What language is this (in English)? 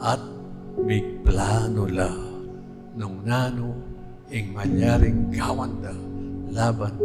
Pampanga